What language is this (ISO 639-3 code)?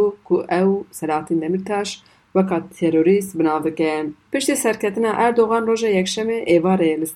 kur